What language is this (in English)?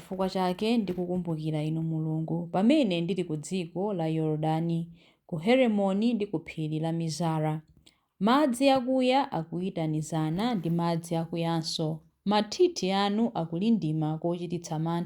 Nyanja